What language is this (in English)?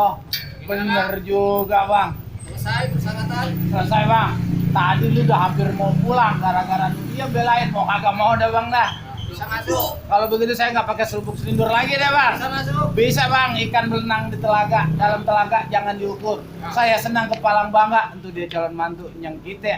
Betawi